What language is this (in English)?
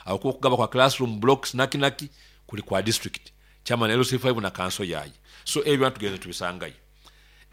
Nyoro